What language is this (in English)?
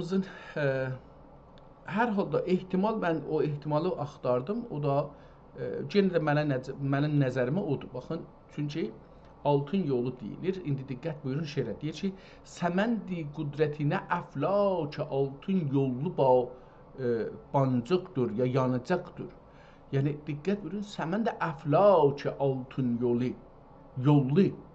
South Azerbaijani